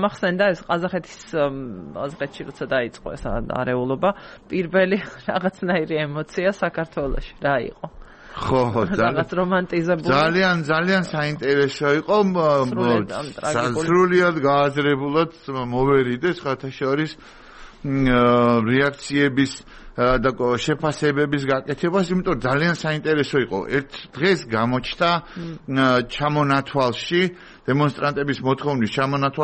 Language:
Georgian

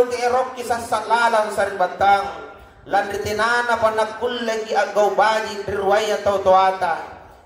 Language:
Makasar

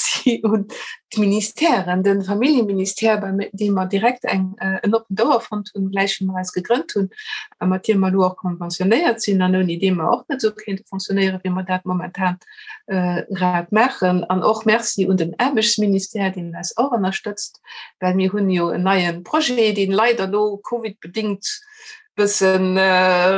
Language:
Luxembourgish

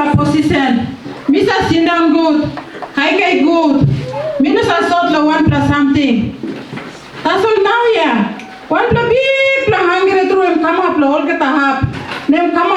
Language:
Tok Pisin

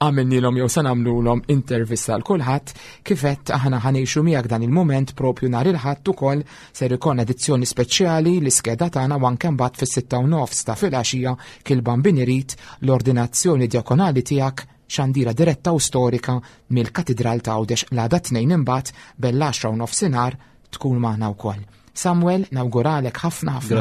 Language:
Maltese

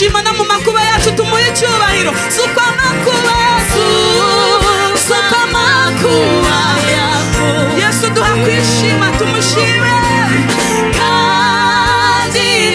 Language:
Kinyarwanda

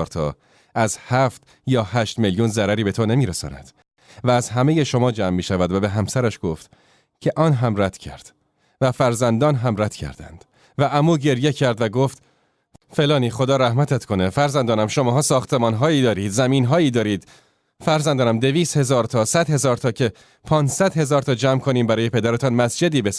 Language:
Tajik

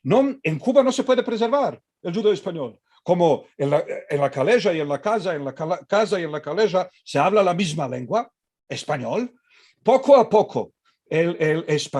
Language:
Ladino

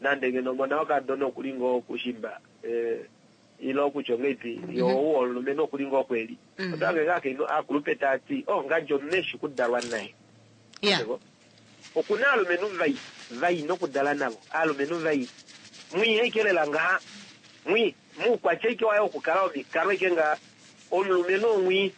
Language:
Kuanyama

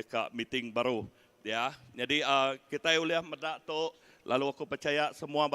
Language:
Iban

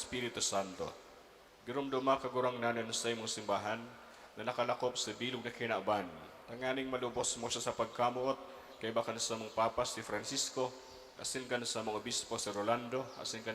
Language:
Bikol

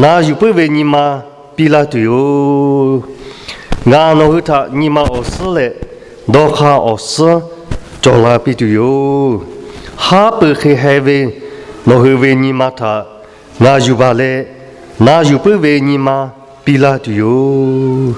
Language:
Lahu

